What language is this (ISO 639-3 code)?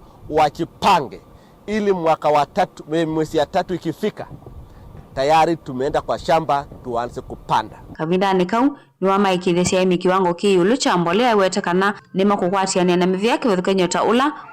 kam